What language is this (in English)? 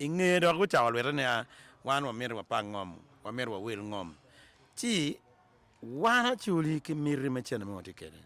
Acoli